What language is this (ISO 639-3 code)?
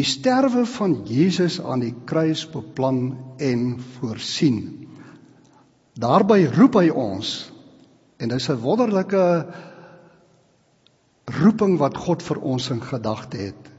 afr